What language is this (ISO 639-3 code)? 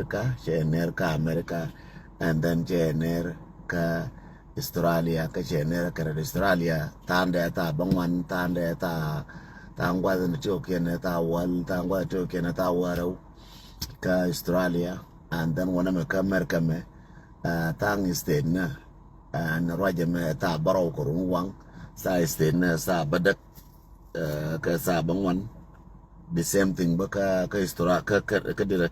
nus